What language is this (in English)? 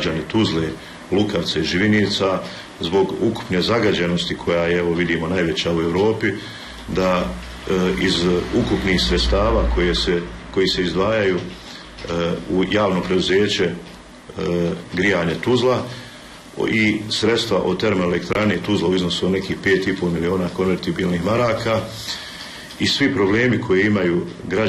Bosnian